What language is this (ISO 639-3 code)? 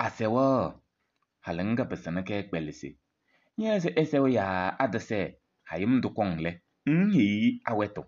kbp